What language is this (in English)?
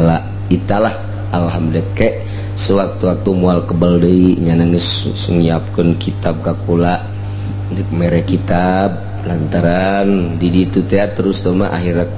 Sundanese